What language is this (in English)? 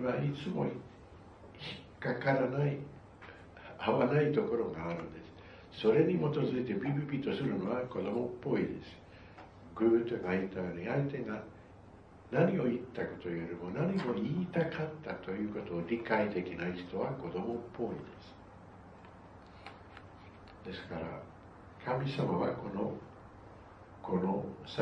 Japanese